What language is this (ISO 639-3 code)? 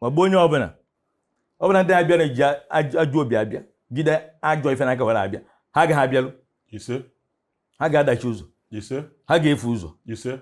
ibo